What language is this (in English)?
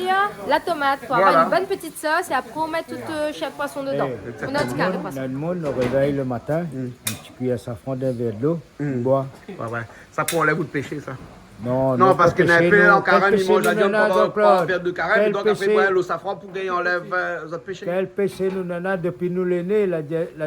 Réunion Creole French